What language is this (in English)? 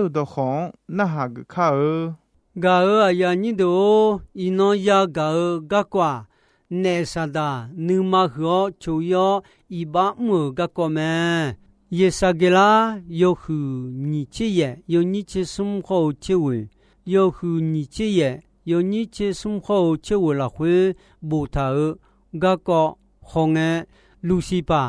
Akha